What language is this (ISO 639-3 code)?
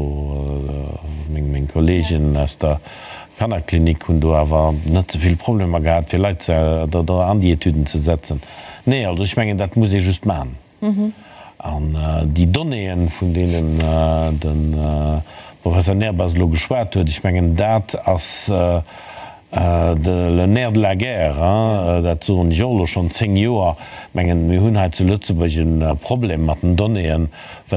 ltz